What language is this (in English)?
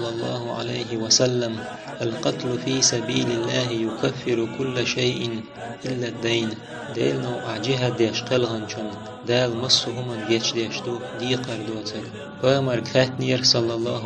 Chechen